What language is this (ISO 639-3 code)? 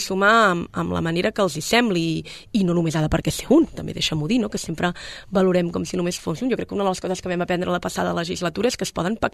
cat